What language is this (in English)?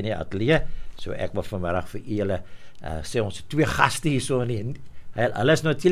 Afrikaans